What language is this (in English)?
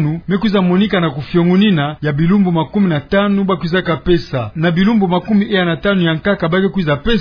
Kituba (Democratic Republic of Congo)